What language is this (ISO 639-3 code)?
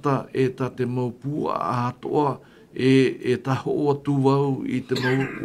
tah